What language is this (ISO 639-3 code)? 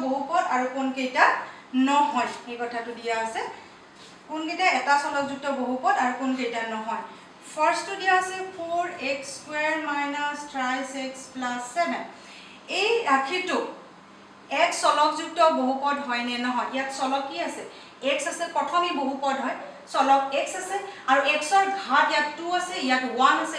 asm